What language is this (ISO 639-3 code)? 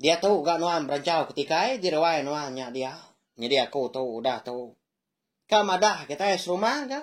iba